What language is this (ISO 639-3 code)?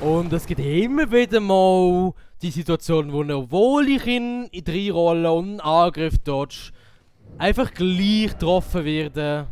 gsw